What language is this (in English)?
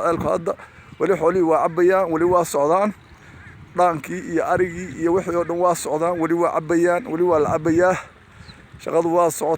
Somali